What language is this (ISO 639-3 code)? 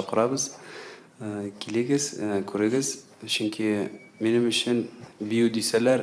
tat